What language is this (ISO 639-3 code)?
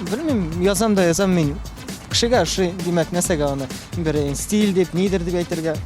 tat